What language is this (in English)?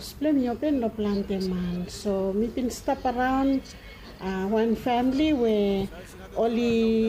Bislama